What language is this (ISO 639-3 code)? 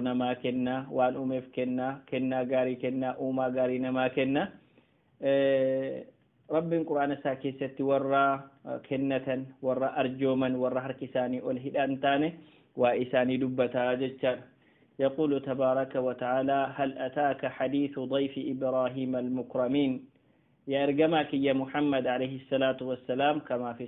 orm